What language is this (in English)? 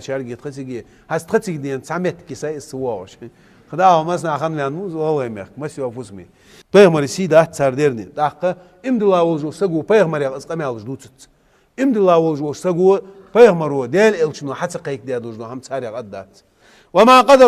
Ingush